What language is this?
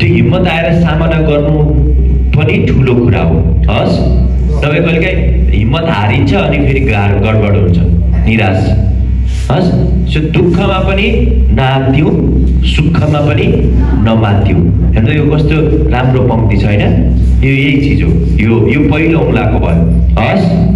Nepali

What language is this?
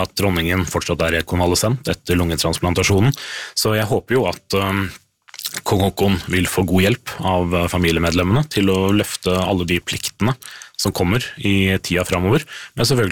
Norwegian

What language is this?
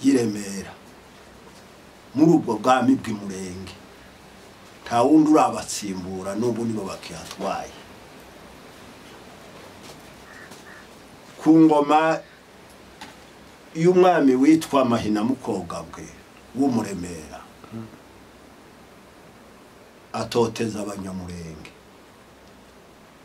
Kinyarwanda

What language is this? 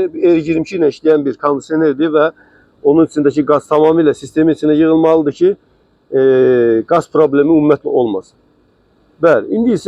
Azerbaijani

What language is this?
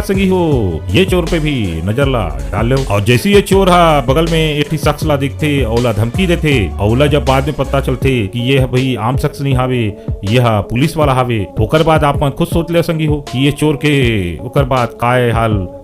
Chhattisgarhi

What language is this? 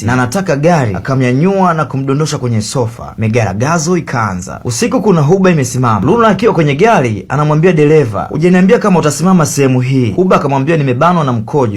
Swahili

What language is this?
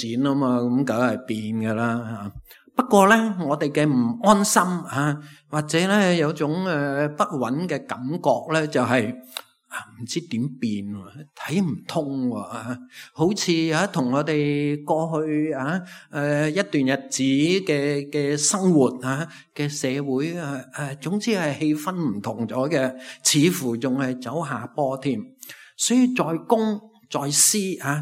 Cantonese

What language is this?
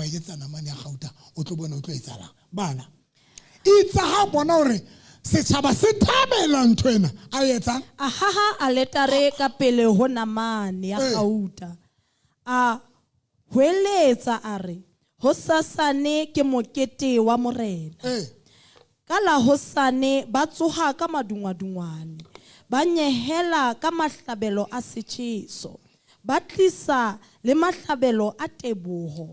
Southern Sotho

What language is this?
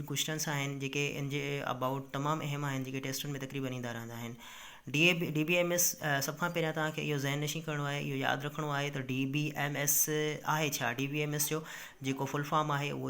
Sindhi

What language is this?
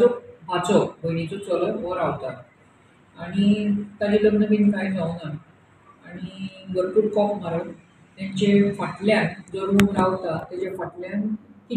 Konkani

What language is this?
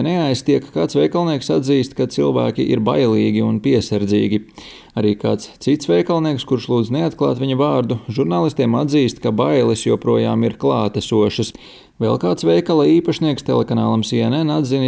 Latvian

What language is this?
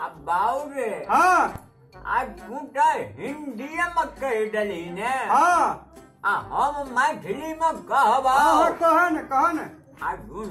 Maithili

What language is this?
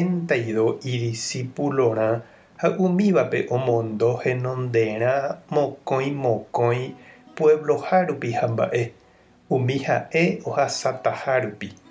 Guarani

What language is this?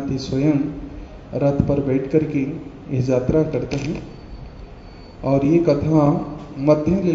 Hindi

